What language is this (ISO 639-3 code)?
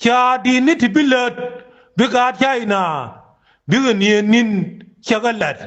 nus